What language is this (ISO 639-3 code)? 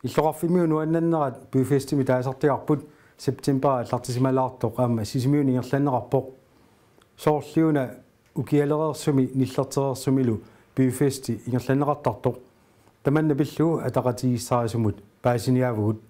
kal